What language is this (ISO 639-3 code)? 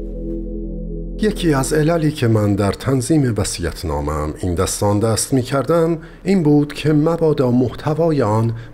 fas